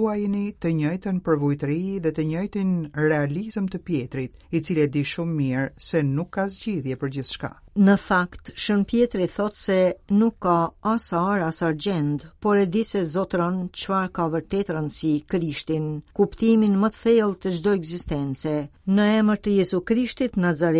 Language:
Albanian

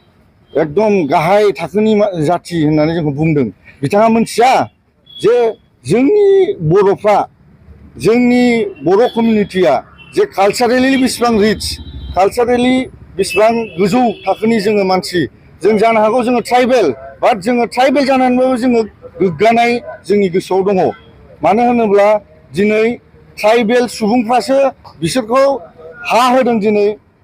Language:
Bodo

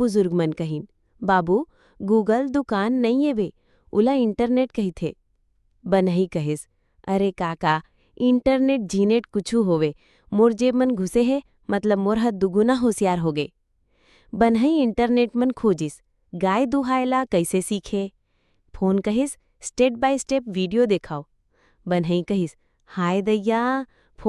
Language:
Chhattisgarhi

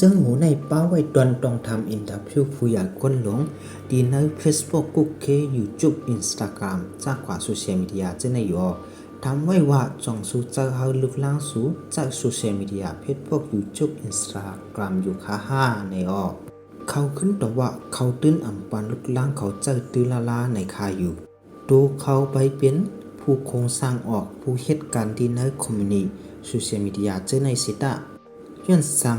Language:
Shan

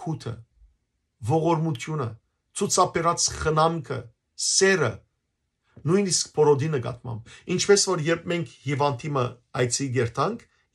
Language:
Western Armenian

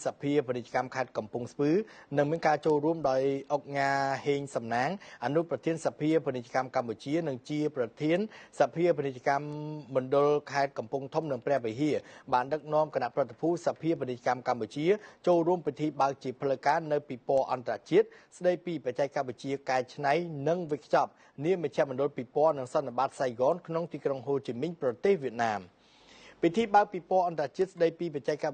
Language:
Khmer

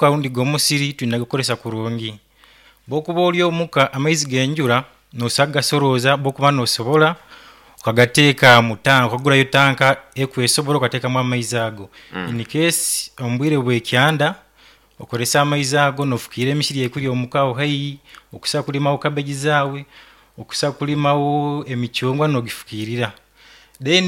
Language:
Nyoro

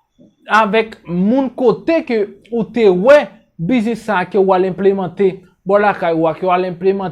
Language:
Haitian Creole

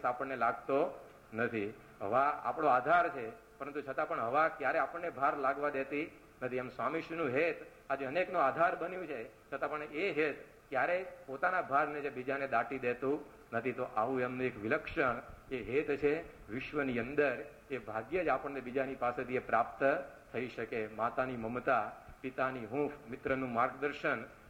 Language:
Gujarati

